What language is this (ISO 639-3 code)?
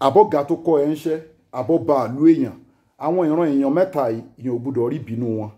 yor